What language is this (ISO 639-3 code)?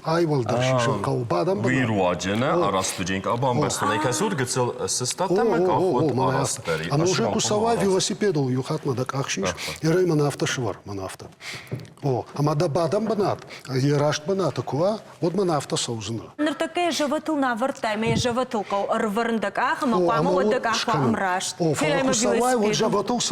oss